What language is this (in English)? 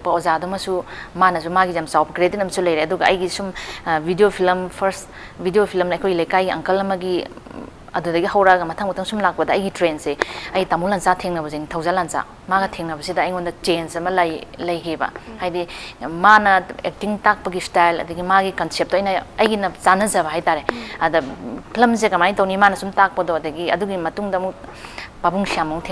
Manipuri